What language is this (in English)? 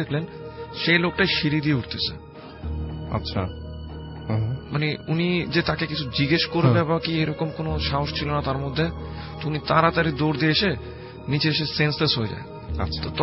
Bangla